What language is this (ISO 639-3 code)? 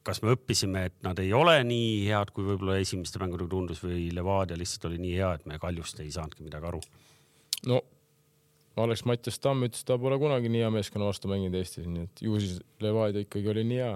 est